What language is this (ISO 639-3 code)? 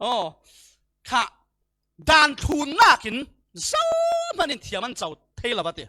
cfm